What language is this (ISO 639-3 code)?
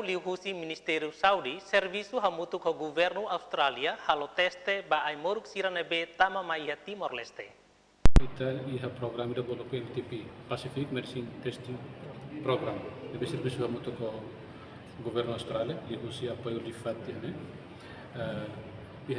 tet